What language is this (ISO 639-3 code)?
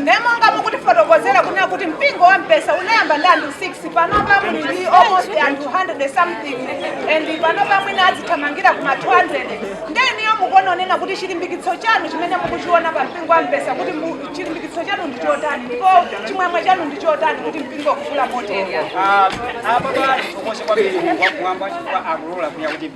nya